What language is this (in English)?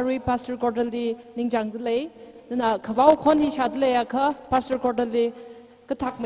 Tangkhul Naga (India)